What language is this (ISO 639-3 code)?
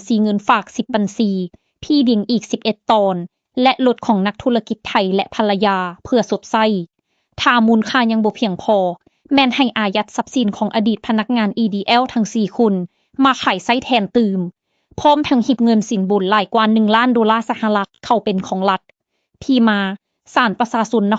lao